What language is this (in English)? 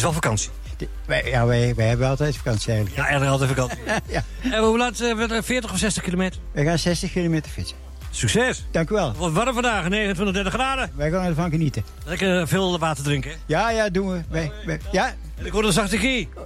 Dutch